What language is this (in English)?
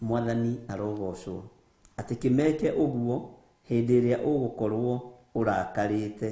Kikuyu